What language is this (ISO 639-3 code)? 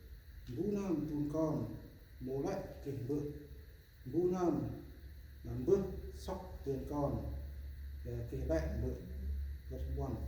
cmo